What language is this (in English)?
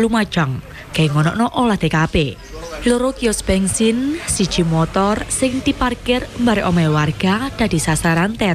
Javanese